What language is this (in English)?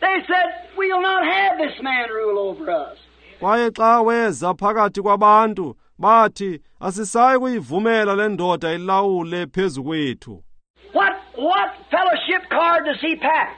Xhosa